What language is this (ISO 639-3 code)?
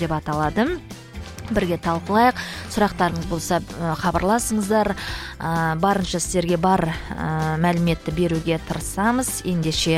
kaz